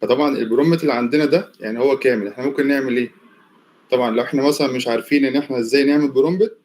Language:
Egyptian Arabic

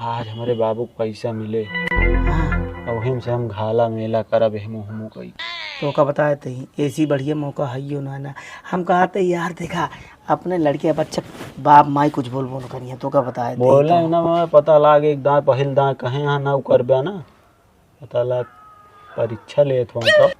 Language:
Awadhi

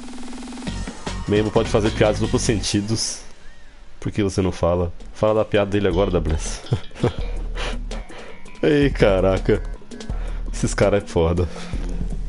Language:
Portuguese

